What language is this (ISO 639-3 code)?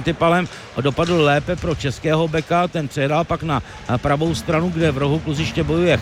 ces